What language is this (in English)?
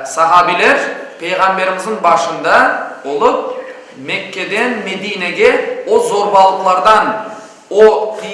Crimean Tatar